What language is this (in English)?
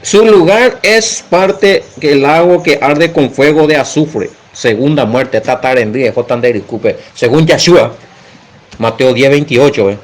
Guarani